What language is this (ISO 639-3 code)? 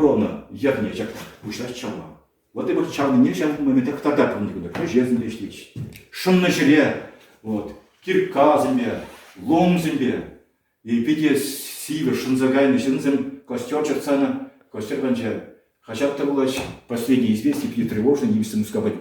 chv